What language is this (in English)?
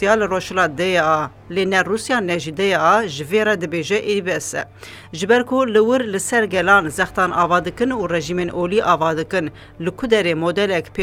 Kurdish